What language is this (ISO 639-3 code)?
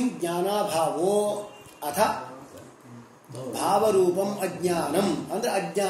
kan